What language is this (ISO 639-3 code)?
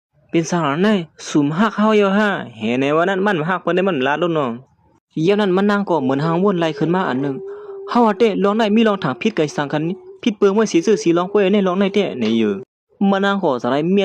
shn